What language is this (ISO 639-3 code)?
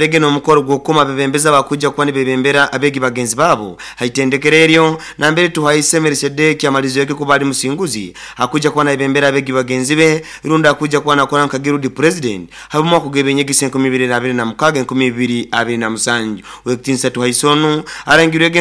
nyo